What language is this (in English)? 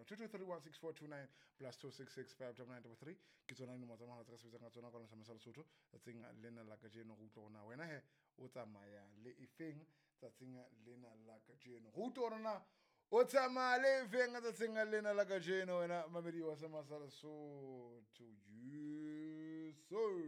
Southern Sotho